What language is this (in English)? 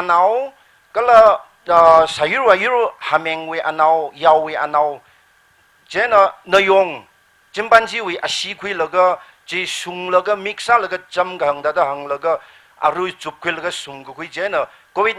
Tangkhul Naga (India)